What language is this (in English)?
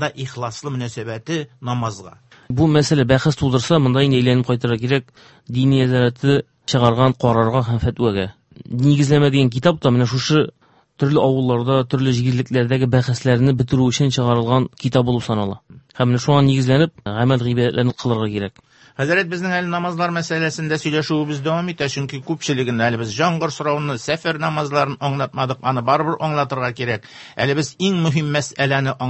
Tatar